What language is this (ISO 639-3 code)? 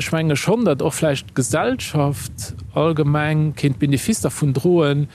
ltz